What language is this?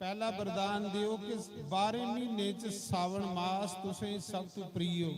Dogri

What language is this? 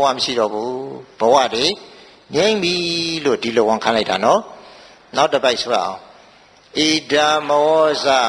Burmese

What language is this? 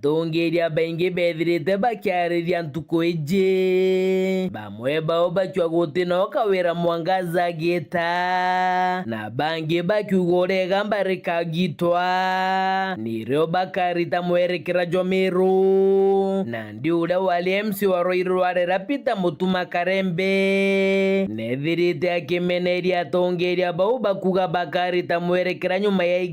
Meru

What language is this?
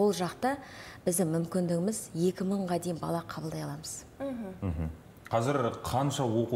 Kazakh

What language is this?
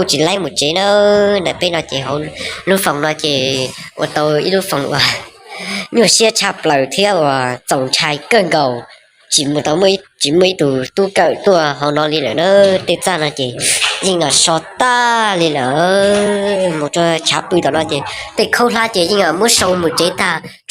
Hmong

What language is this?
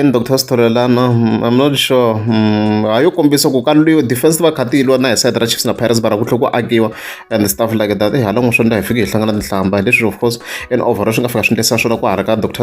Tsonga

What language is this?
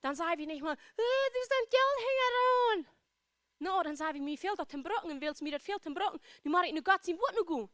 Plautdietsch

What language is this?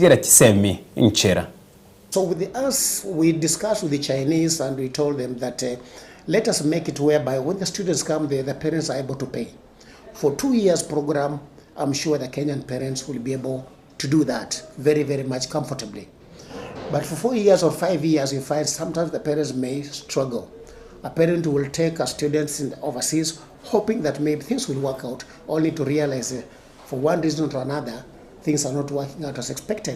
Gusii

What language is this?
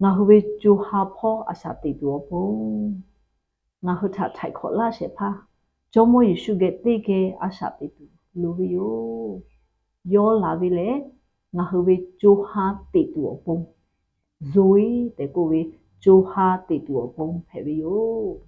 Lahu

